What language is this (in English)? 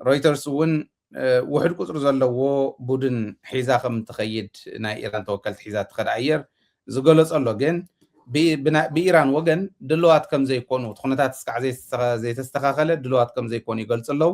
Tigrinya